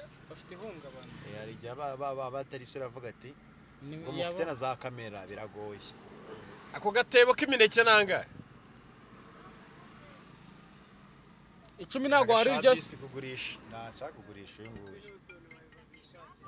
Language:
Kinyarwanda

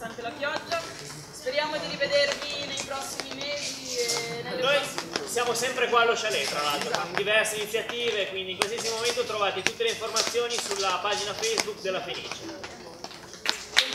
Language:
Italian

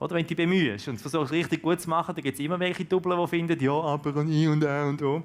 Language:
Swiss German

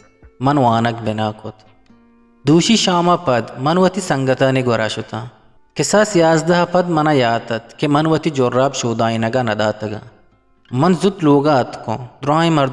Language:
Eastern Balochi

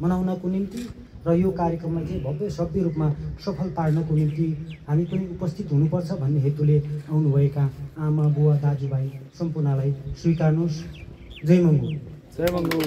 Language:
Nepali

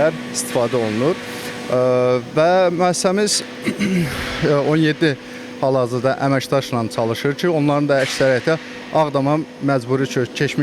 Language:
Azerbaijani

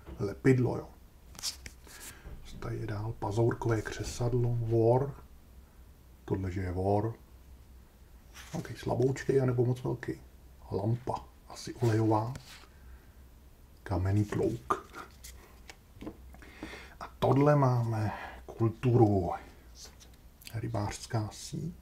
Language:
Czech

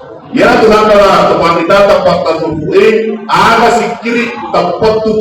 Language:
Buginese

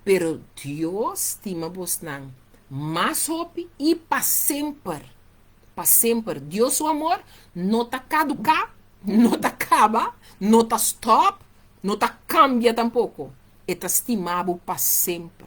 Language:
Papiamento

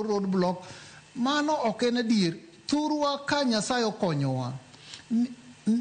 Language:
Luo (Kenya and Tanzania)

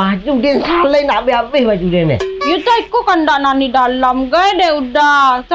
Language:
Minangkabau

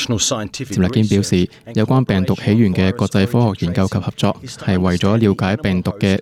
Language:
Cantonese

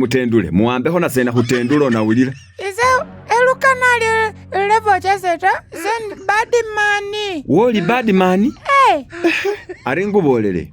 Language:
Masaaba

